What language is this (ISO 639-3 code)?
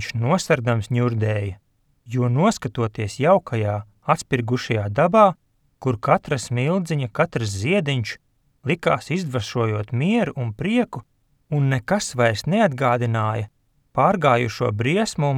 lav